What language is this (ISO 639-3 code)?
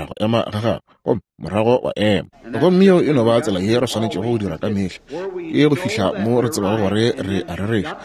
nso